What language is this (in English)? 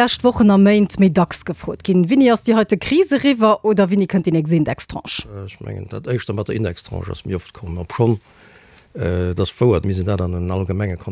Luxembourgish